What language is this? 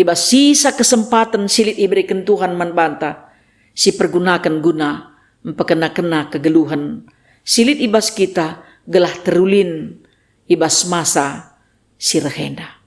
Batak Karo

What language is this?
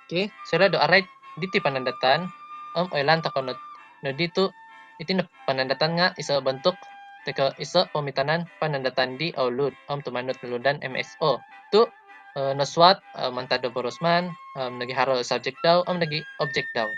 Central Dusun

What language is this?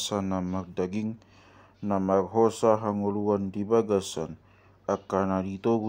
Batak Toba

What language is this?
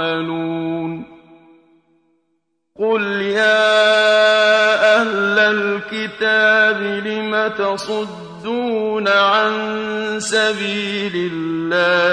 Arabic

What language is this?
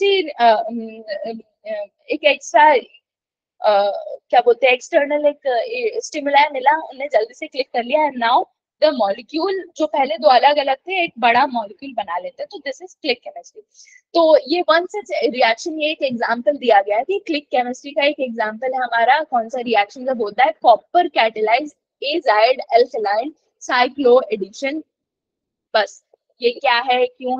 Hindi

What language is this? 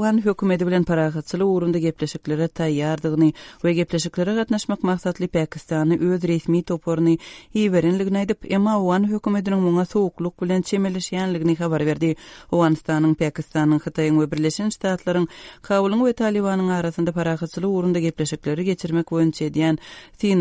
Turkmen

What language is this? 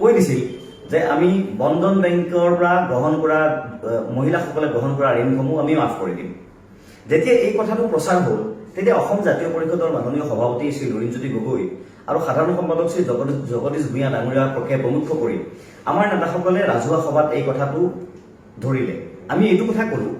Assamese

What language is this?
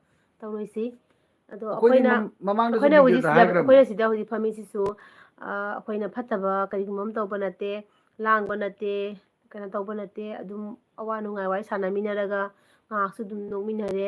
Manipuri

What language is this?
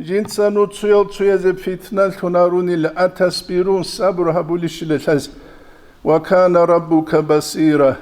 Avaric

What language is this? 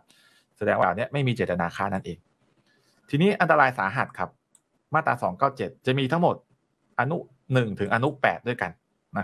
Thai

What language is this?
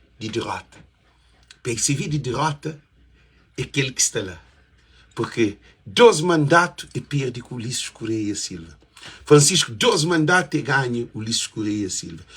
Kabuverdianu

